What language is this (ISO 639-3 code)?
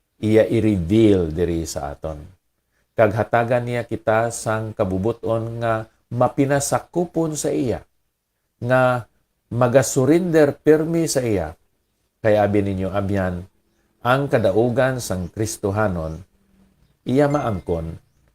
hil